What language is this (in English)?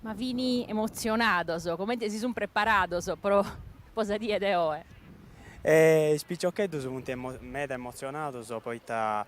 Sardinian